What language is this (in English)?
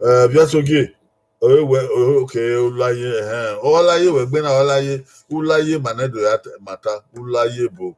Bini